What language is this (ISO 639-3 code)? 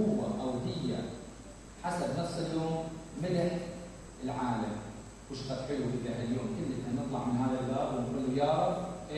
acm